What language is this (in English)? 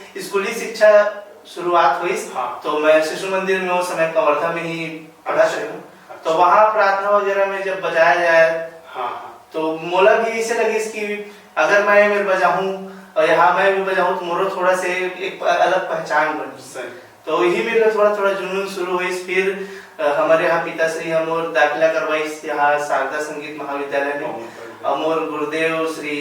Chhattisgarhi